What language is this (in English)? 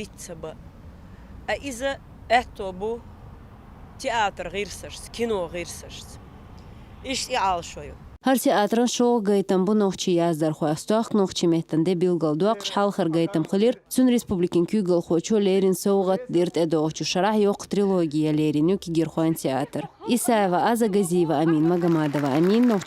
Chechen